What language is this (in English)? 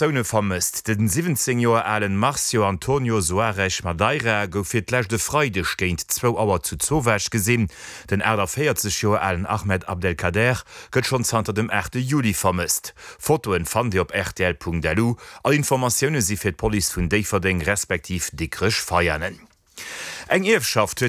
Luxembourgish